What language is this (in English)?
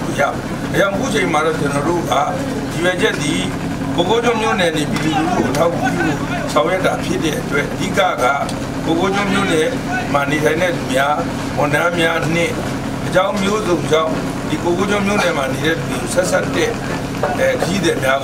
Burmese